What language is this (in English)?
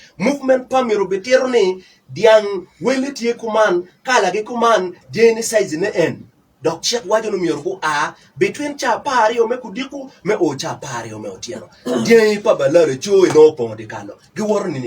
Acoli